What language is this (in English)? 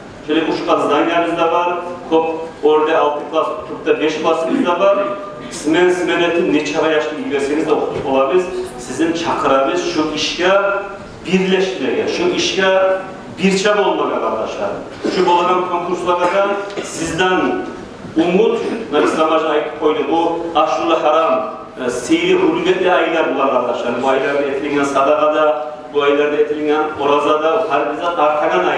Kumyk